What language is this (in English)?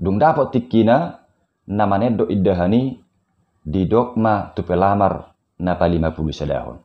Batak Toba